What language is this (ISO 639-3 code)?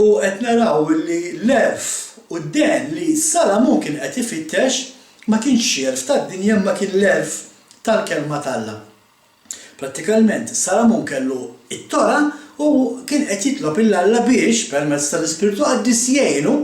mlt